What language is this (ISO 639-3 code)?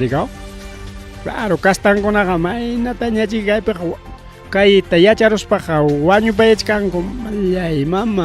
quy